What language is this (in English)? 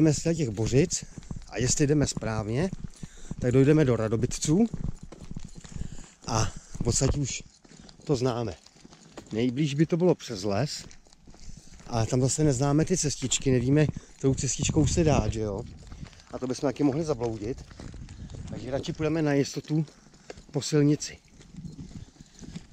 Czech